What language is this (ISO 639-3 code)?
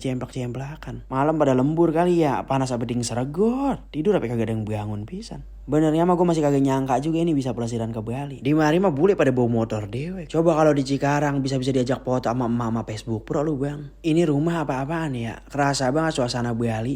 bew